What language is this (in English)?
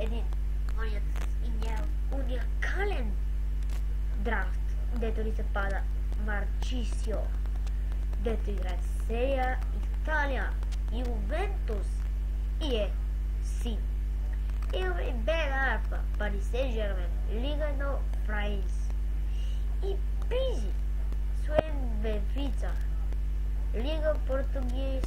Bulgarian